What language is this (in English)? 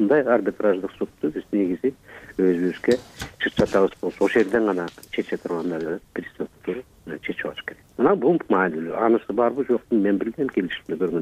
Kyrgyz